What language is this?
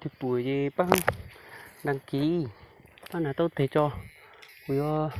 Hmong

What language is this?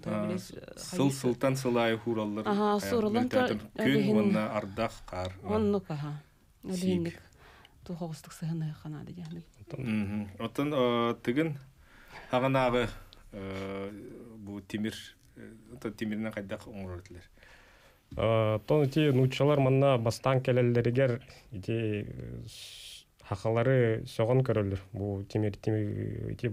Yakut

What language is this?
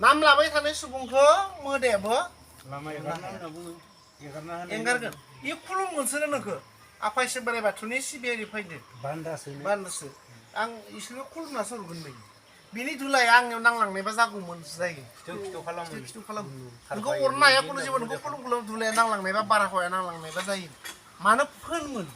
Bodo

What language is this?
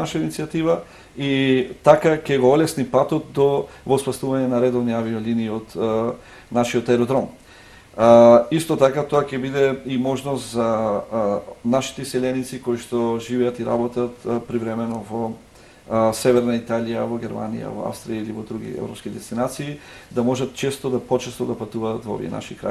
Macedonian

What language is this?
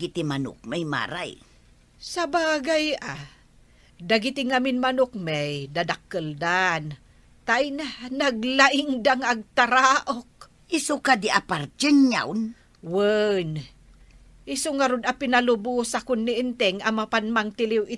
Iloko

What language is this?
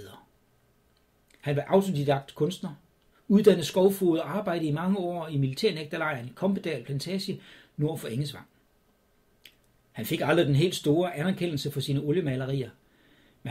Danish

